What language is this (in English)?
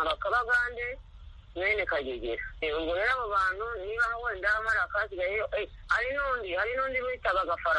Kinyarwanda